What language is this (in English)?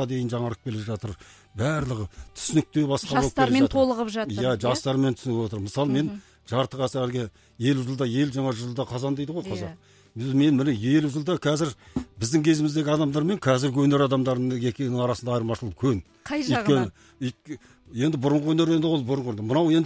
Kazakh